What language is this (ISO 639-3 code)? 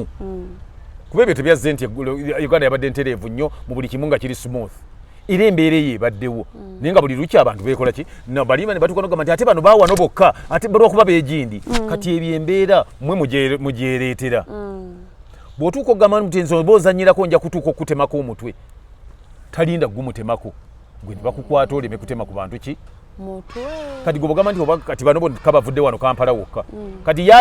lug